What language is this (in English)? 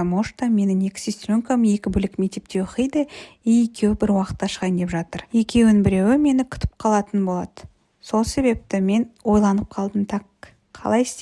Kazakh